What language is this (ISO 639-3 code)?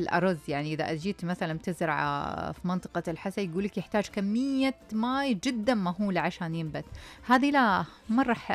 ars